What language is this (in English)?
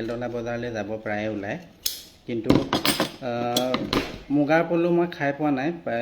Assamese